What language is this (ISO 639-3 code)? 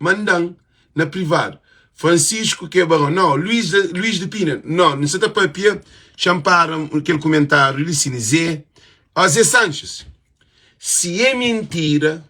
kea